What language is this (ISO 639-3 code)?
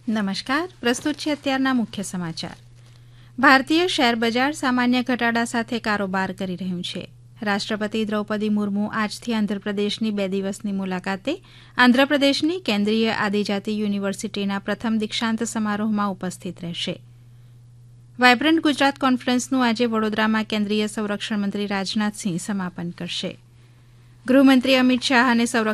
guj